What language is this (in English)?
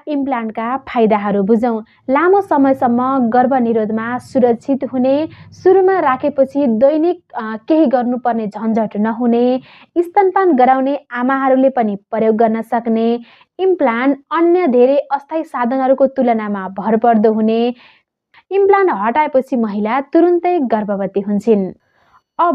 Nepali